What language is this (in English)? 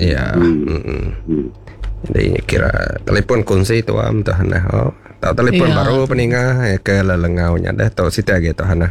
Iban